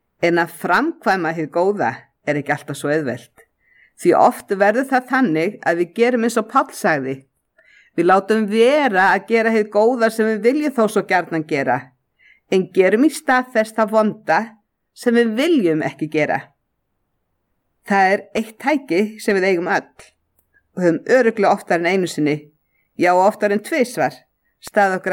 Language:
Icelandic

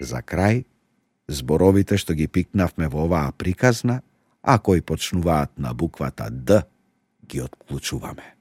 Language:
Macedonian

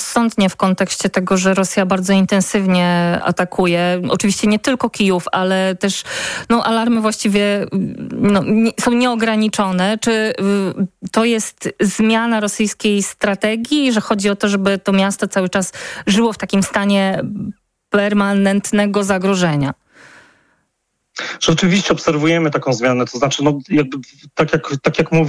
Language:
Polish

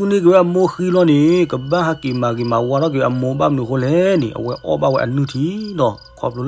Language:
S'gaw Karen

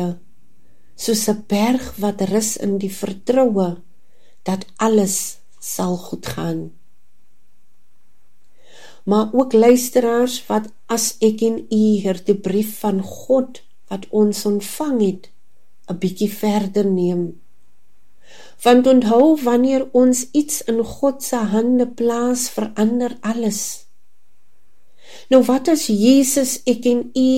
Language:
Afrikaans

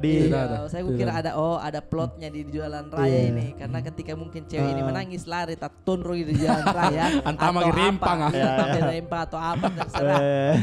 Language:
Makassar Malay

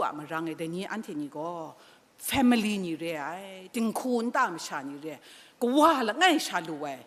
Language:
Kachin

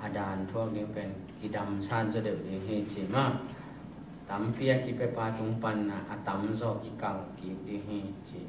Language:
Tedim Chin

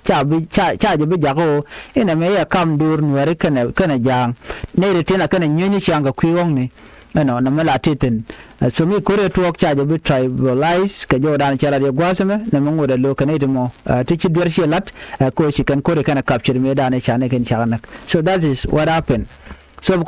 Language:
Nuer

